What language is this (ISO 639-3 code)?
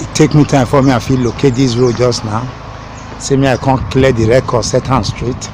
pcm